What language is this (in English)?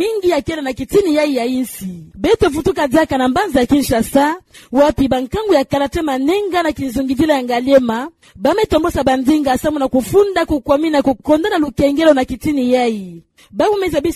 Kituba (Democratic Republic of Congo)